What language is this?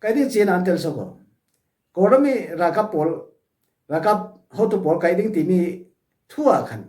Falam Chin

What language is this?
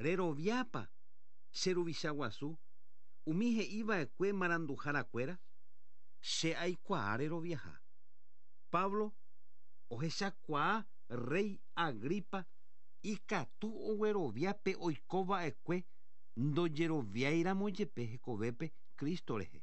Guarani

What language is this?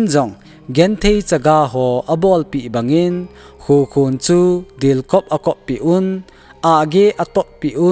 Thado Chin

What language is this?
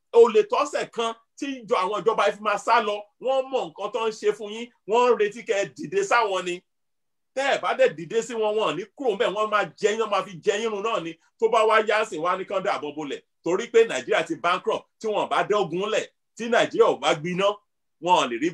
Yoruba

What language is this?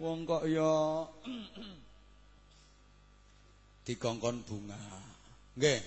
Javanese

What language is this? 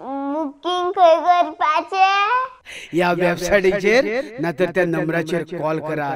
Konkani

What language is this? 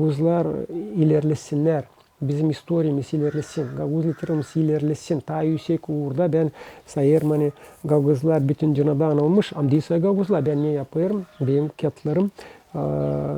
Gagauz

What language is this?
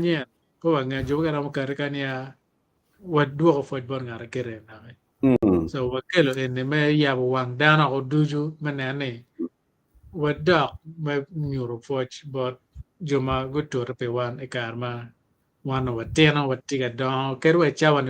Acoli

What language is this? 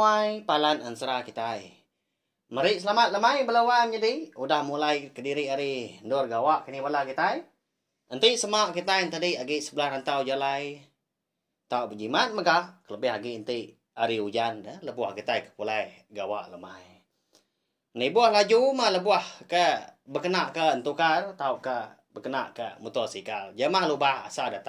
Iban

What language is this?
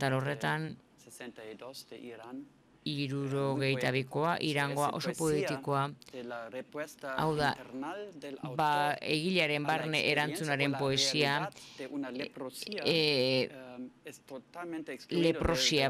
Basque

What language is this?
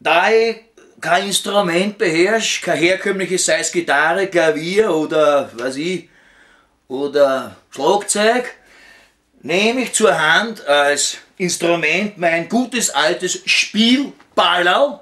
Bavarian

